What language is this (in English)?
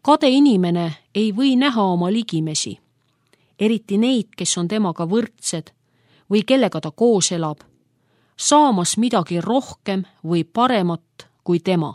Estonian